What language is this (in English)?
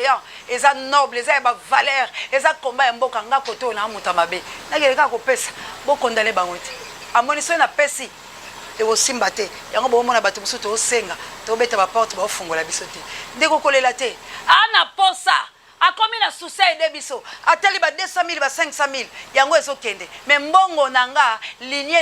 Lingala